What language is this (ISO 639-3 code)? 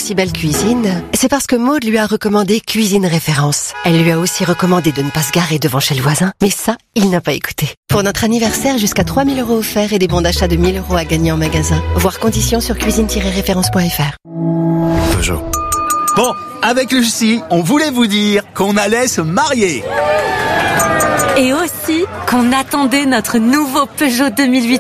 fra